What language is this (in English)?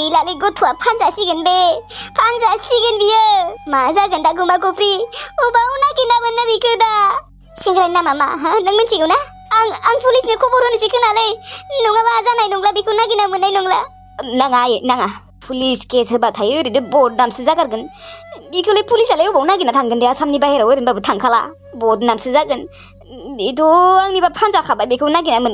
Bodo